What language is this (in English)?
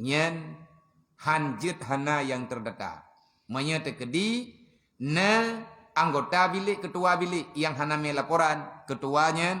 Achinese